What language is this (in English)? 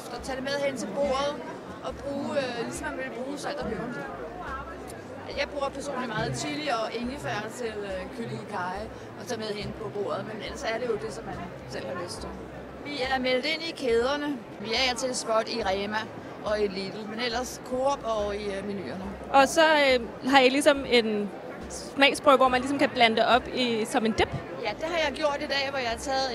Danish